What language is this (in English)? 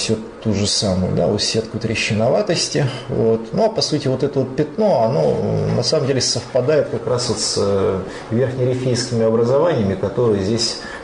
Russian